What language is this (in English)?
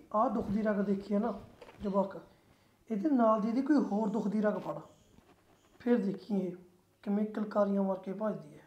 Punjabi